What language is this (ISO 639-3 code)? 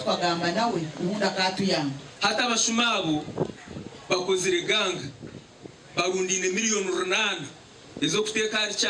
nyn